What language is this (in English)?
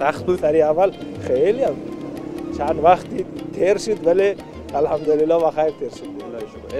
Persian